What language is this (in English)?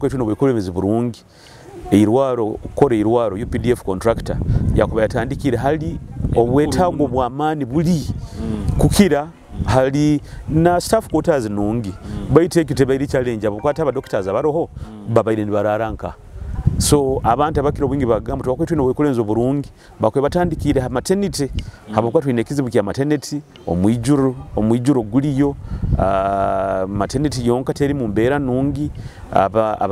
Nyoro